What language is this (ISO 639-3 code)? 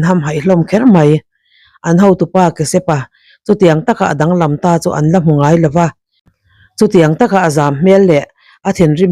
lus